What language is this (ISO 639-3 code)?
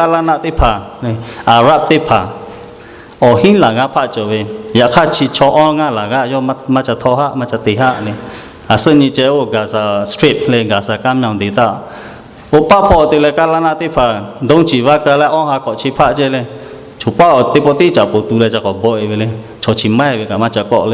lhu